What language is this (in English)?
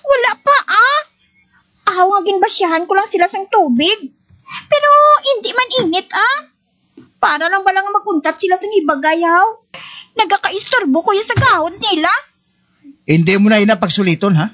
Hiligaynon